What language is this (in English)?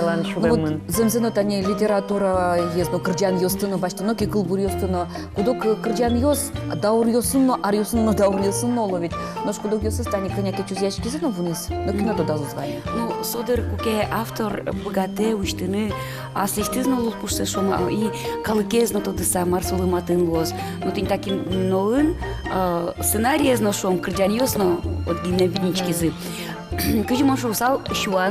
Udmurt